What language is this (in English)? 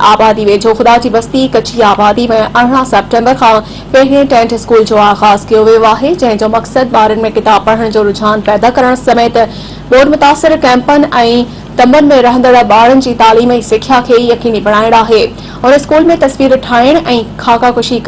Sindhi